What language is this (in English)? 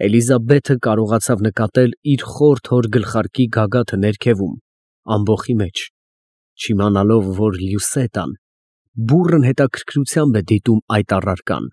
Armenian